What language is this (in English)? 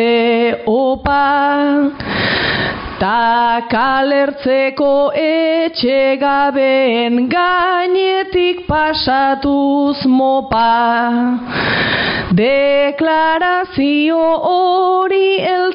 Basque